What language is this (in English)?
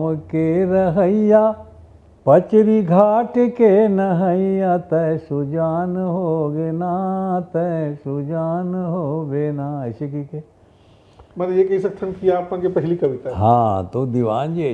Chhattisgarhi